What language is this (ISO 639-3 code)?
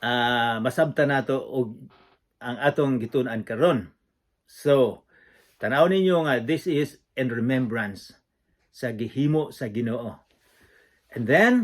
ceb